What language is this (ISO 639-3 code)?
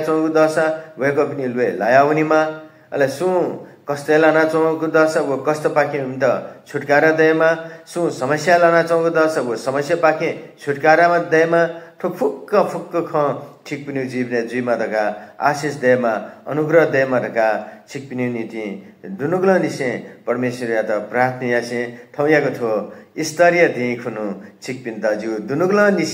new